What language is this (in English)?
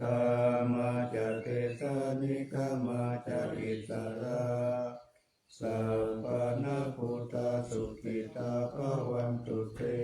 Pali